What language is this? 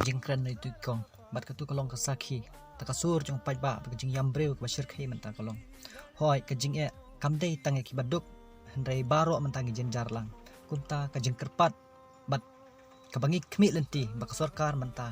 Khasi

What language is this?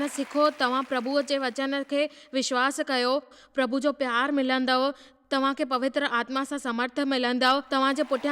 Sindhi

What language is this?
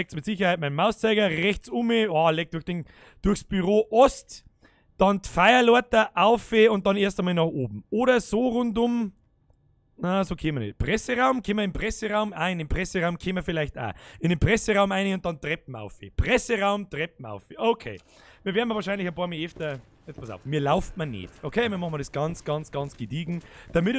Bavarian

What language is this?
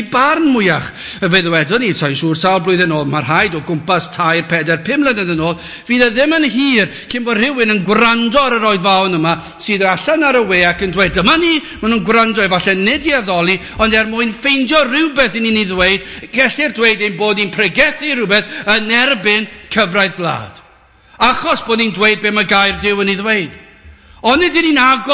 Welsh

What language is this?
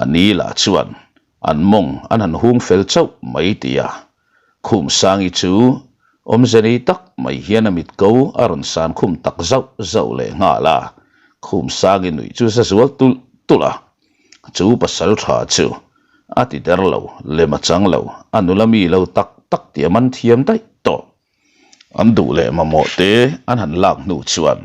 Mizo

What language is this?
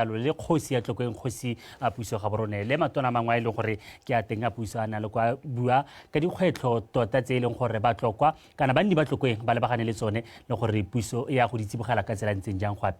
Tswana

